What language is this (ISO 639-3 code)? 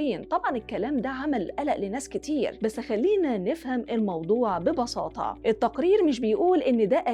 arz